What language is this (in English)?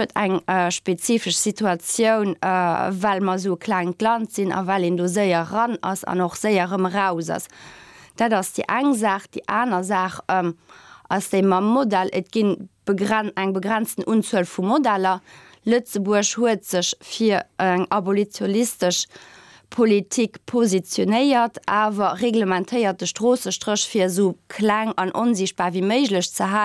Luxembourgish